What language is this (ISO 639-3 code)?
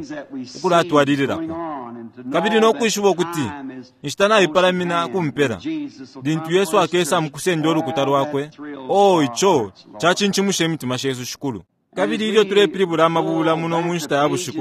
bem